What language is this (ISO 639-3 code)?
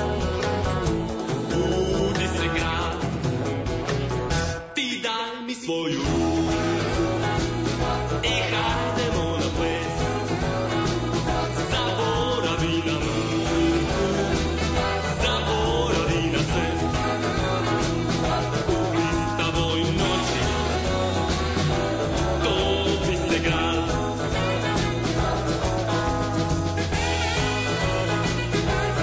srp